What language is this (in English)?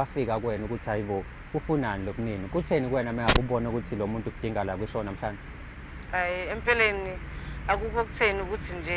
Zulu